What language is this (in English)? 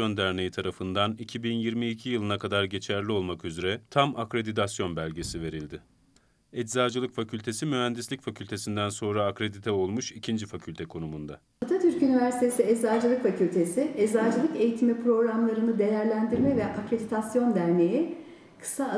Turkish